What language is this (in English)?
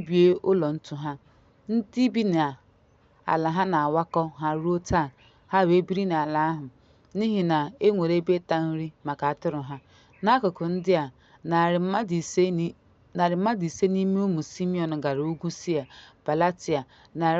Igbo